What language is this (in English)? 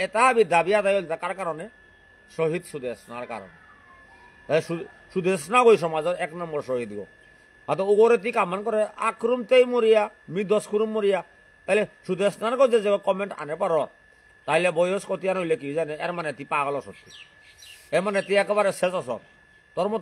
Bishnupriya